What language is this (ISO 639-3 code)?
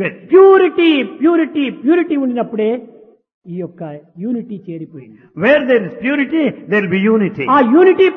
tel